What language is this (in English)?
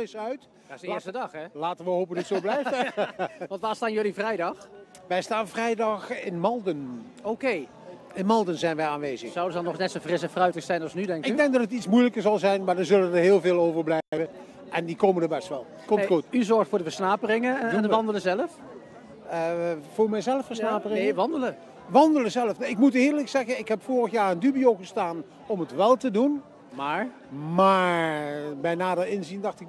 Dutch